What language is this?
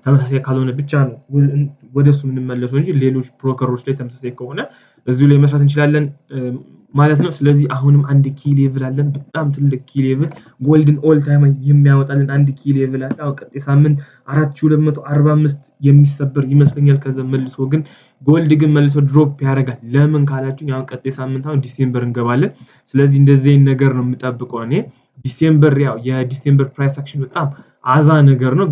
Amharic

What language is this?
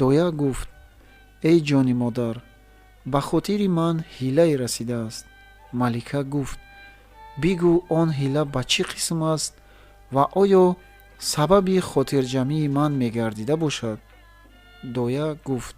Tajik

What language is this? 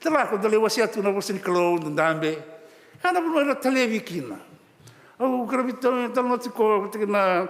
Fijian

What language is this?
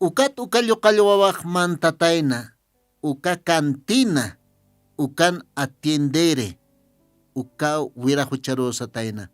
Aymara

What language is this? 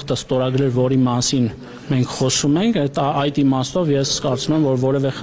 Armenian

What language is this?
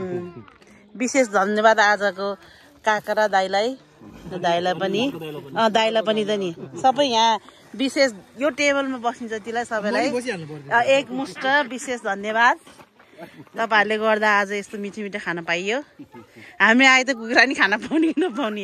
Nepali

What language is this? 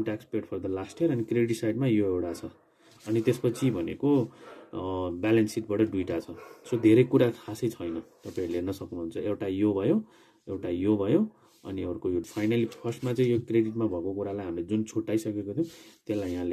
Nepali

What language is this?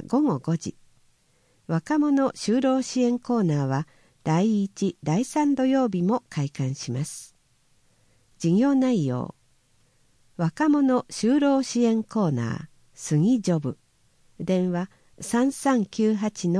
Japanese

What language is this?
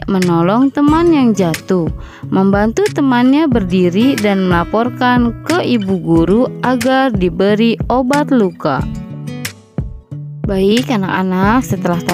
Indonesian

